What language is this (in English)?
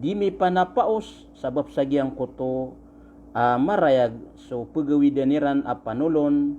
Maranao